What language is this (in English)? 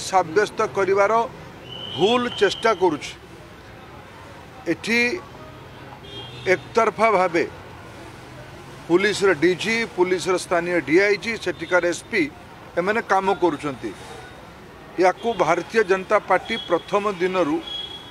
Odia